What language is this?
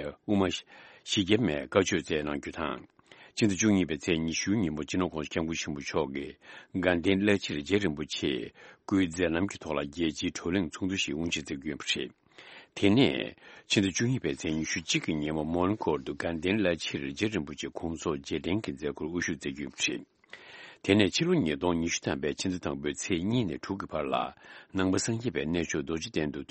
Tibetan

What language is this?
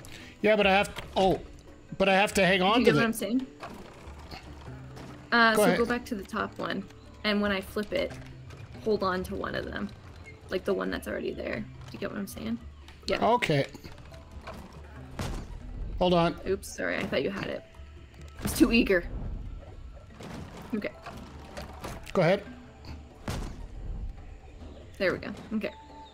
English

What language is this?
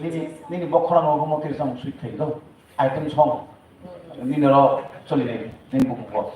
Kok Borok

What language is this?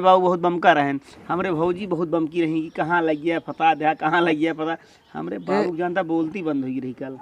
Awadhi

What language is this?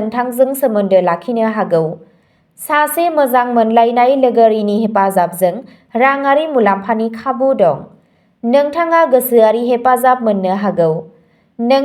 Bodo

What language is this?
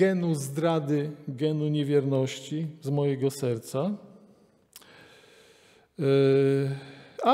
Polish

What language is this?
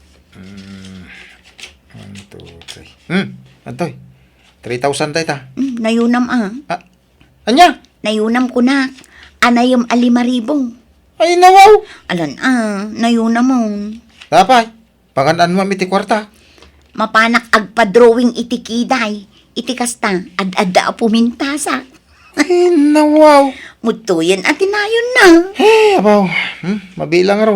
Iloko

